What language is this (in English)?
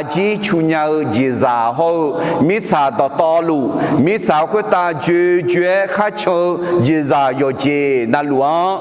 Akha